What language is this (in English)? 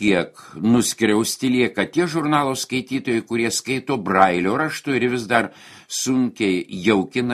Lithuanian